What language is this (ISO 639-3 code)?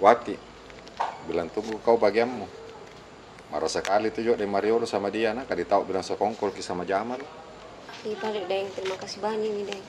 mfp